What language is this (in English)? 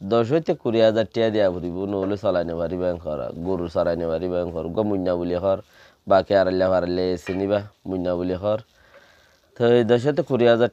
Rohingya